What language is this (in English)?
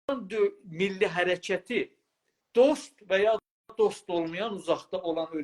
South Azerbaijani